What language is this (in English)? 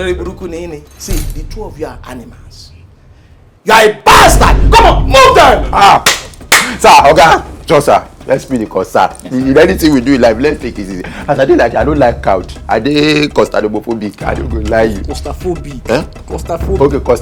Nigerian Pidgin